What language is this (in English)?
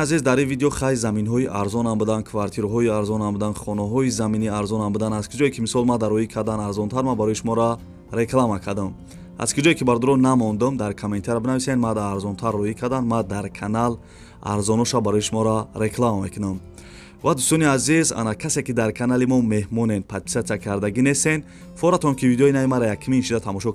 Tajik